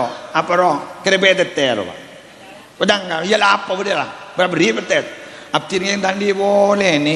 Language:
Madurese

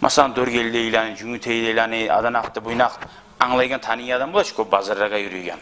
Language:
Kumyk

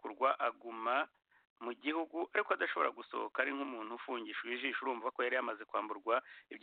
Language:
Kinyarwanda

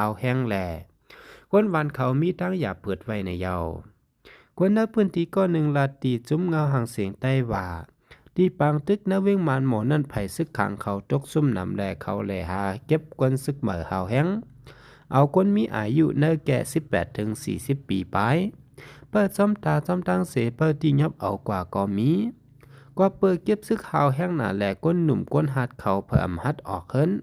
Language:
Shan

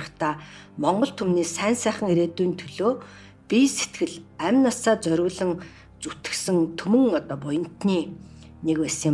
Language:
Mongolian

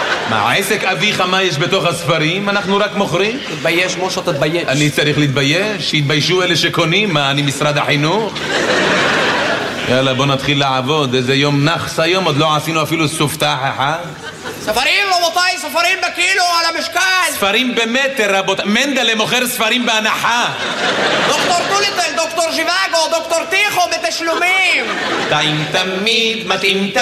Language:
Hebrew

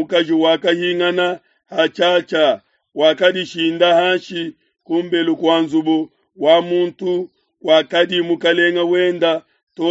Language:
Luba-Lulua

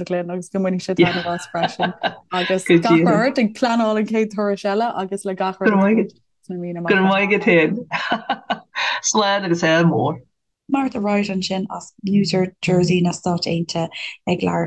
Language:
Irish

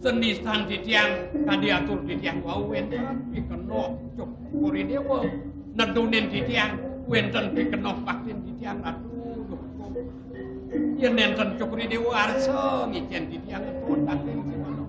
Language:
Balinese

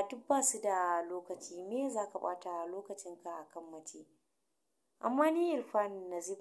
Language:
Hausa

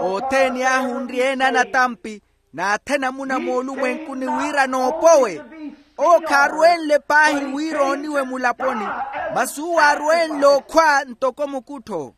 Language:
Makhuwa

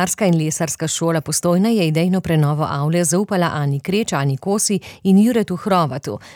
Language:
Slovenian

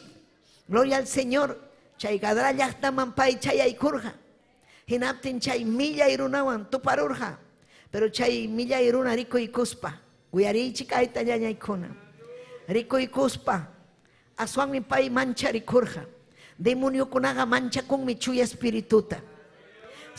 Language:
Ayacucho Quechua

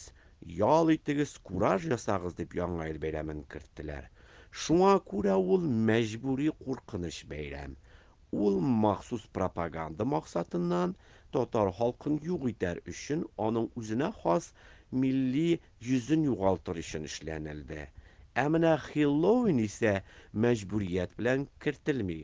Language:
Tatar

